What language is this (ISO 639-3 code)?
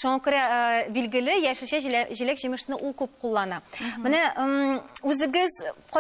tat